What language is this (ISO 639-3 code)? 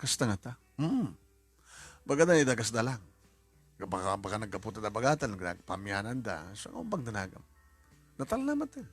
ilo